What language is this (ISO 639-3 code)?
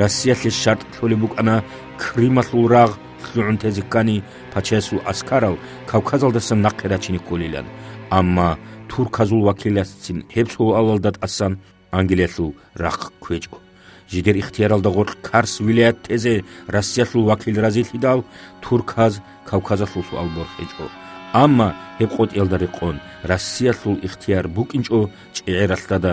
ava